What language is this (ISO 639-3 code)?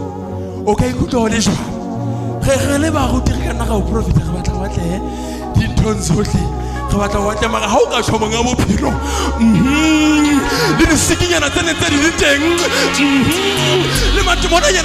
sot